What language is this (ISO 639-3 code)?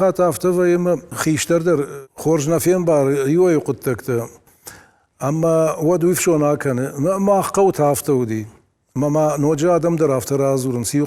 oss